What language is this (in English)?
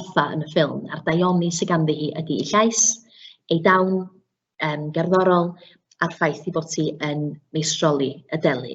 Welsh